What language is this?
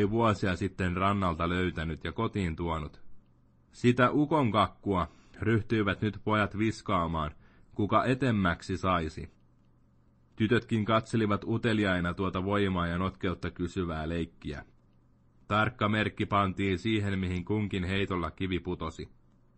Finnish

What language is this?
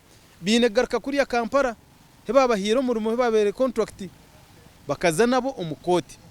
Nyankole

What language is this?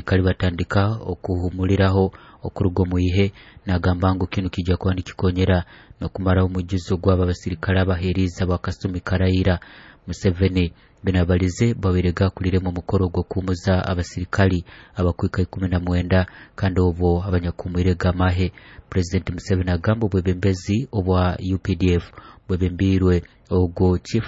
Nyoro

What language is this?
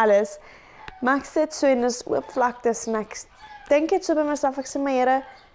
Afrikaans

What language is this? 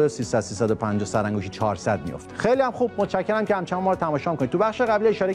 Persian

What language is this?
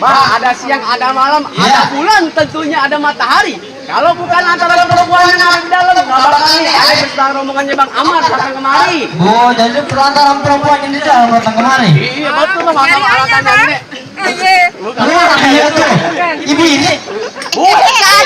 Betawi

